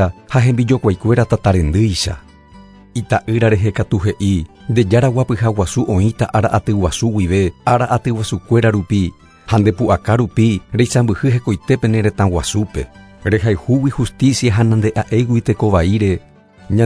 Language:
Guarani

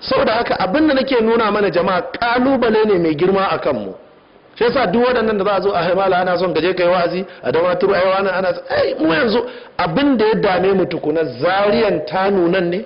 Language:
Hausa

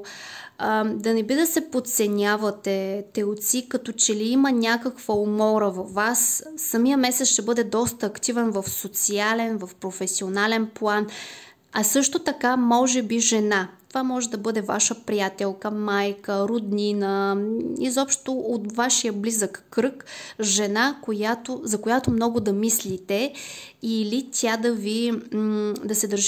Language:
Bulgarian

